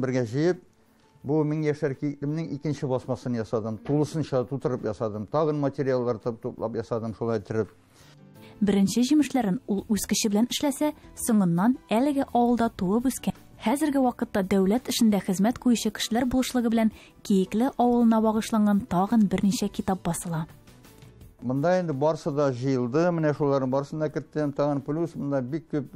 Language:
Tatar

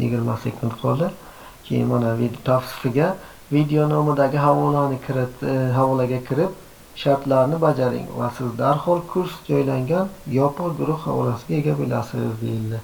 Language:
Uzbek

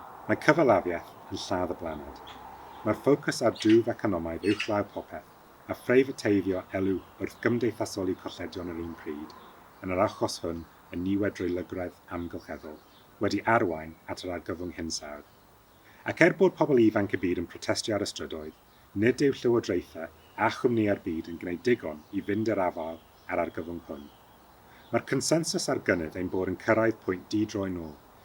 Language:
Welsh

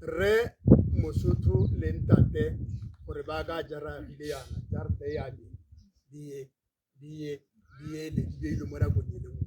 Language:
Tswana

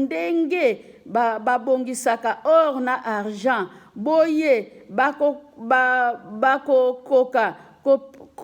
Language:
Lingala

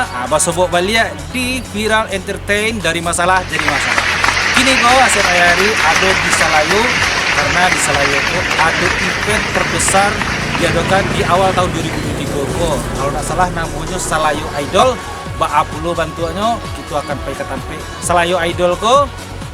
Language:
Minangkabau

